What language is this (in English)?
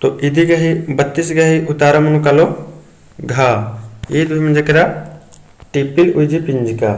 Kurukh